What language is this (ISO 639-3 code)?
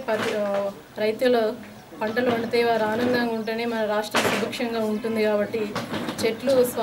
tel